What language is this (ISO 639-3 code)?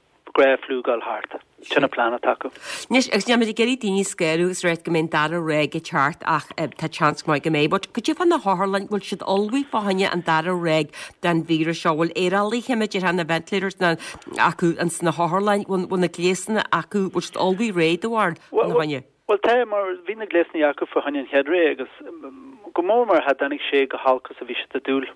gle